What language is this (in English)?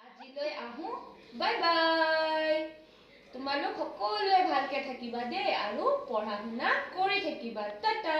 Assamese